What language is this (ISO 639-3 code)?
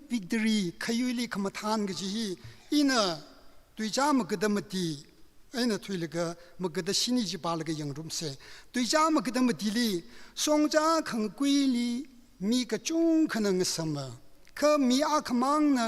nmf